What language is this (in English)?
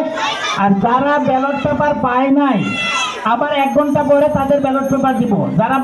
Bangla